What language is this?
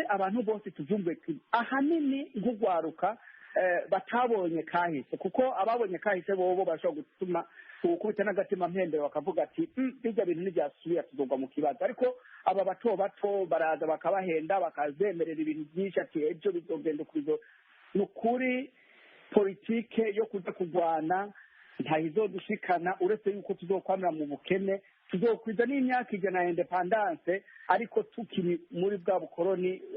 Rundi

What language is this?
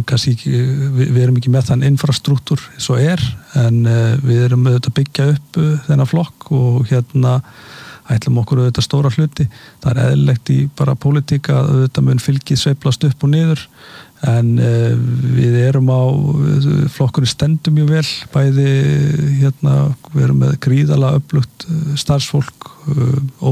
Icelandic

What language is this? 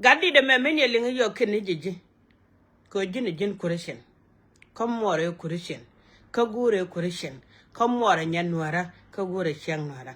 Nuer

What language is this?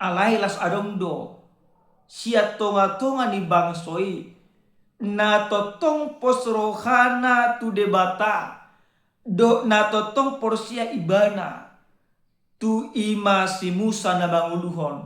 Batak Toba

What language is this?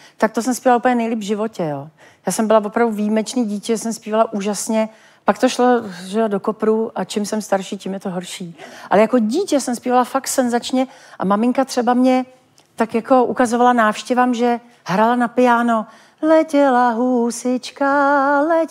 Czech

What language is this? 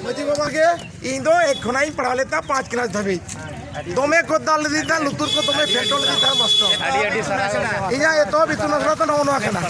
Santali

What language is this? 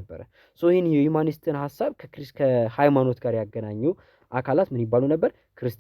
Amharic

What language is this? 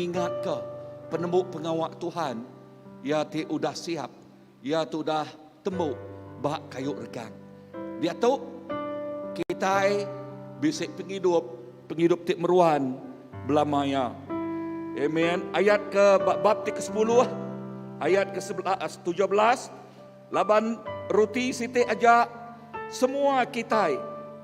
Iban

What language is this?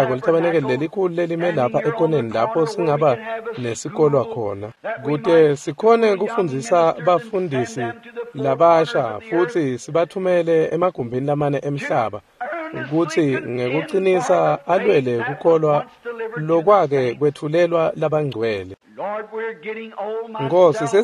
Swati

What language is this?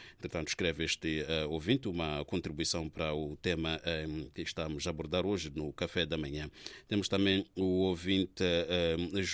Portuguese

